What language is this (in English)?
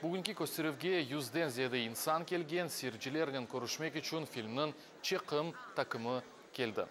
Crimean Tatar